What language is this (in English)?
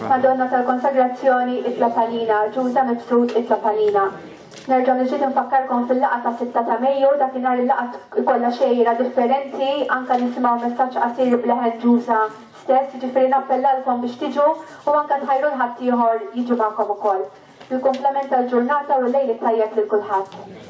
Maltese